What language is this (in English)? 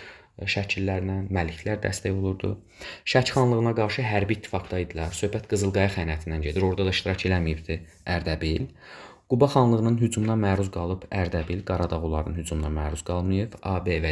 Azerbaijani